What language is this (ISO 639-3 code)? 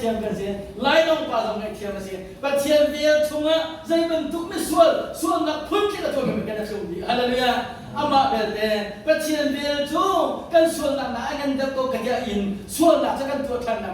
cnh